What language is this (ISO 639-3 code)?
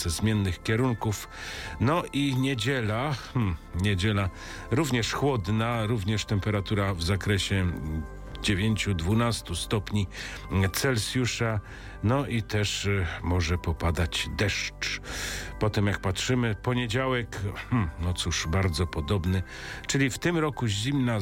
pol